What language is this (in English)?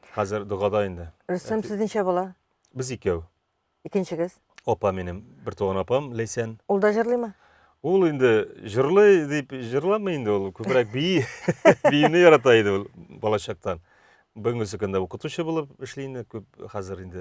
Tatar